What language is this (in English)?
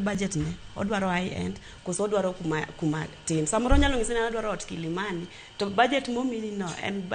Luo (Kenya and Tanzania)